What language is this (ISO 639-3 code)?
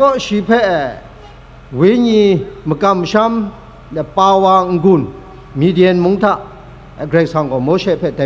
kac